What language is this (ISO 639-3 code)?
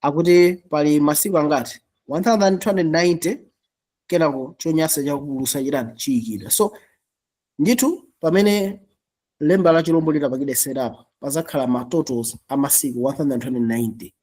nya